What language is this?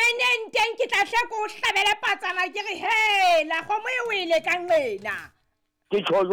Southern Sotho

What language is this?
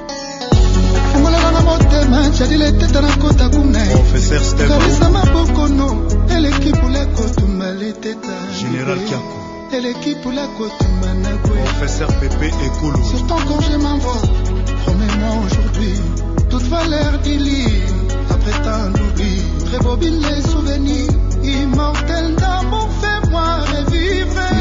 French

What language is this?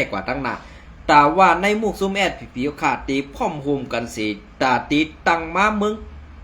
Shan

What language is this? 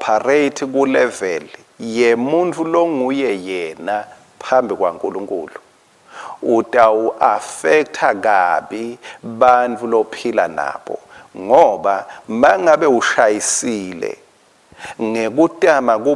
Swati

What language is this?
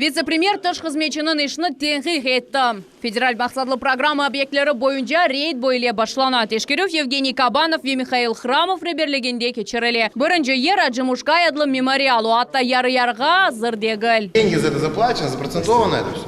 Crimean Tatar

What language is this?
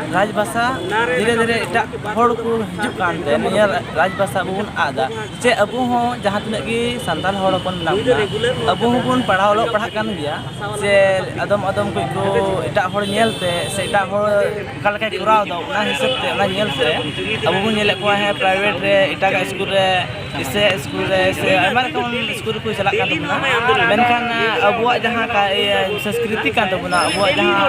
Santali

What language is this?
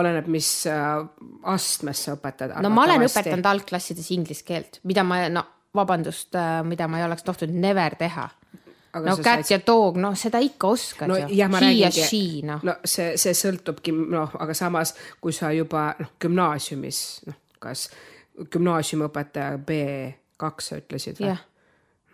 Estonian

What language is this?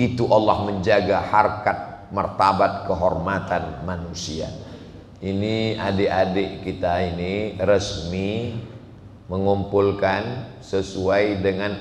Indonesian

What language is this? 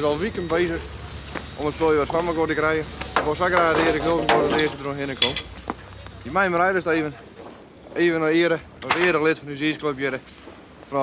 Western Frisian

